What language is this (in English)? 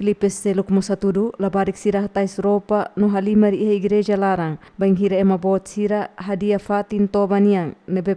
Tetum